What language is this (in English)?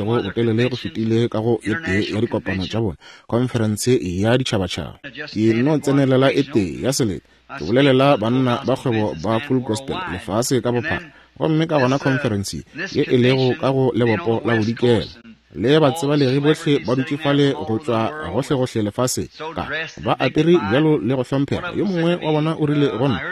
Northern Sotho